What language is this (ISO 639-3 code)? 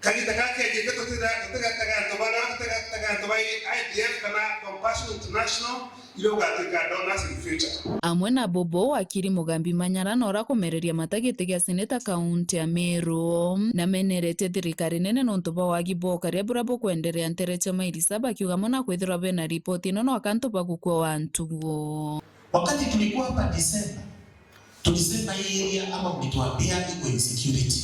mer